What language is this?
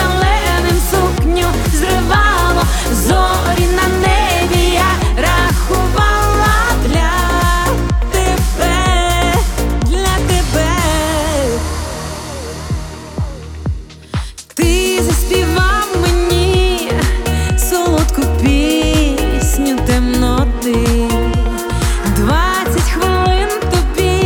Ukrainian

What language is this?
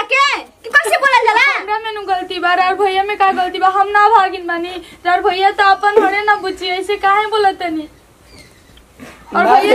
Bhojpuri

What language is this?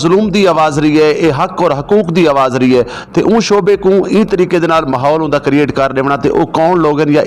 Saraiki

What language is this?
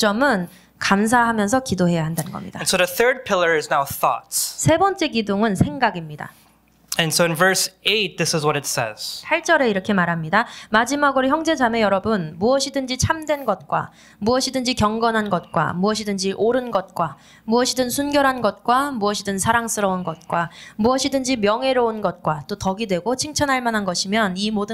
Korean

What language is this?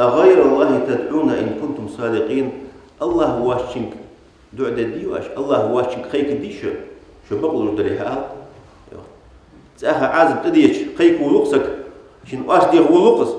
Ingush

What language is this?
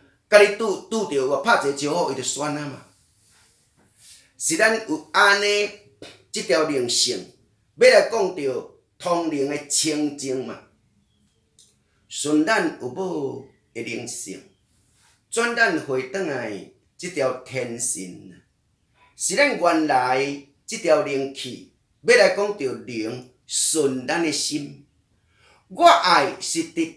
Min Nan Chinese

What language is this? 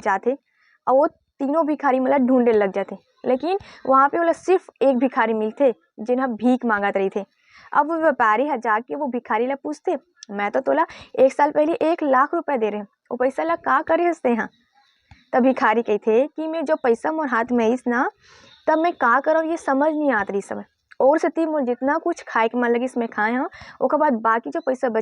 Chhattisgarhi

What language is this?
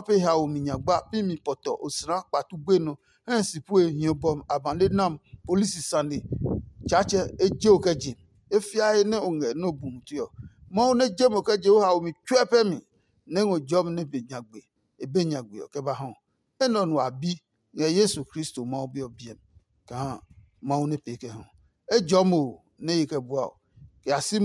Adangme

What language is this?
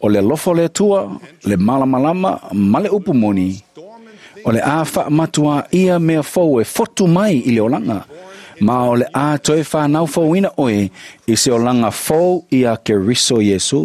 Samoan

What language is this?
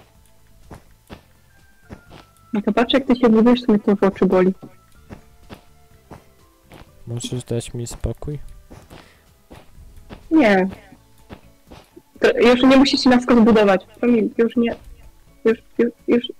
Polish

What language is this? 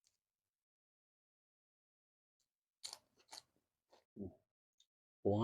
Lao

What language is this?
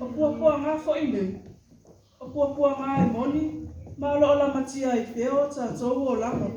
Samoan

